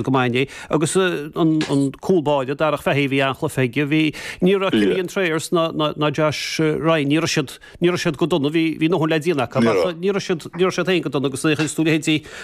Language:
Irish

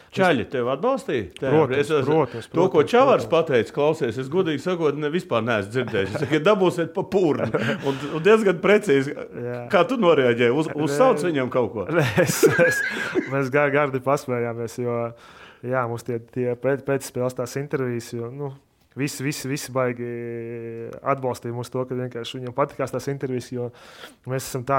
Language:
Latvian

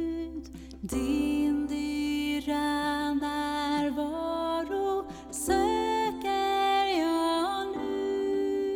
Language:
Swedish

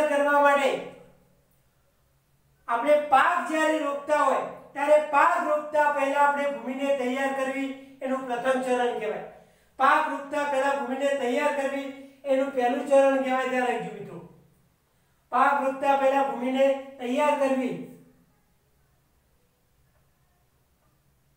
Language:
Gujarati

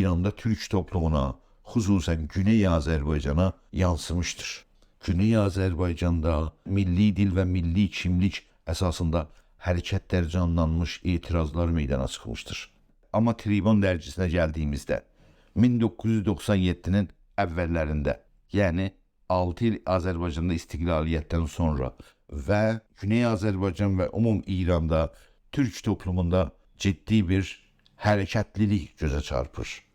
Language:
South Azerbaijani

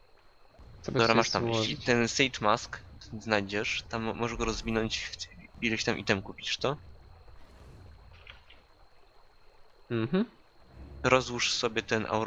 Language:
Polish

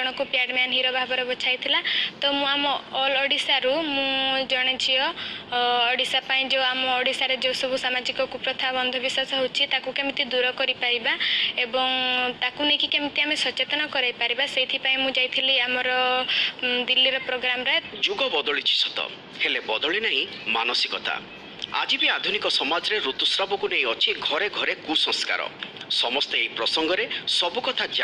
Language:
Odia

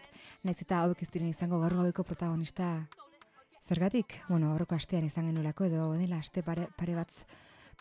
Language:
Basque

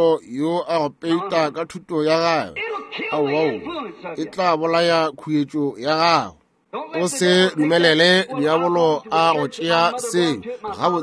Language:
Northern Sotho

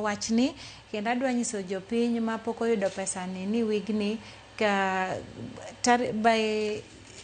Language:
Luo (Kenya and Tanzania)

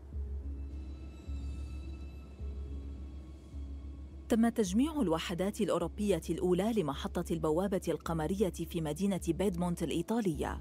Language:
Arabic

